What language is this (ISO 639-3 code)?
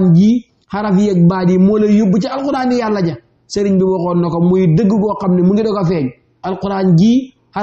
wol